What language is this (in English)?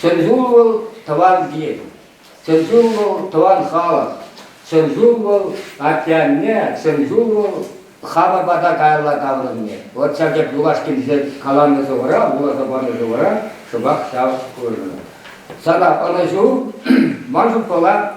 Chuvash